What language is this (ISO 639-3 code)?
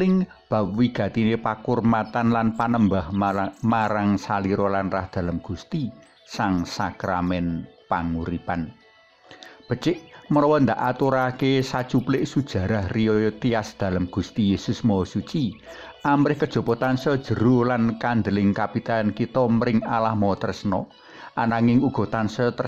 jav